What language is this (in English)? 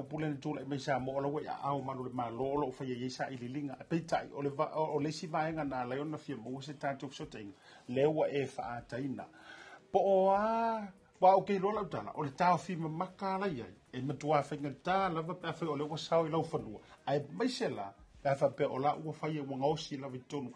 Samoan